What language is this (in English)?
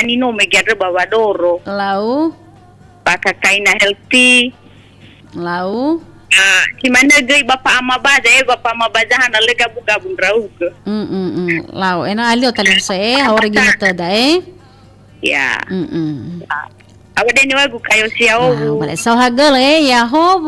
Nias